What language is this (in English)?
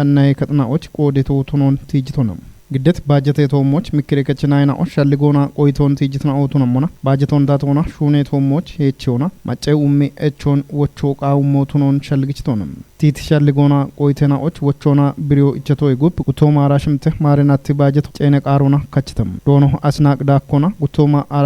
Kafa